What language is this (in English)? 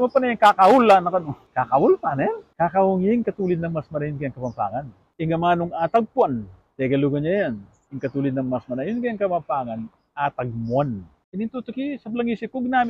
Pampanga